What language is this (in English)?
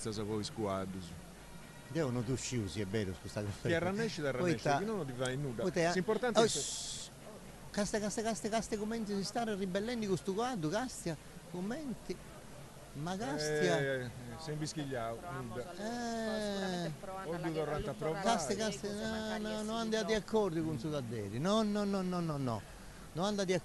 Sardinian